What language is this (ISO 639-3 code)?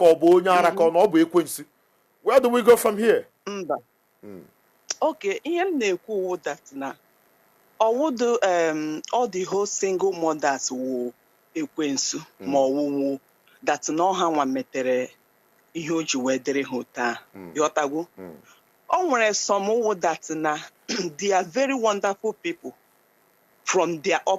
ibo